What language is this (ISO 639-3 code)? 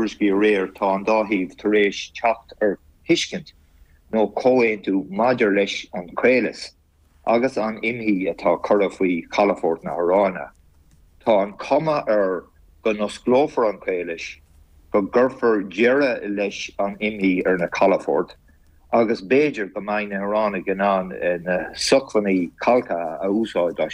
gle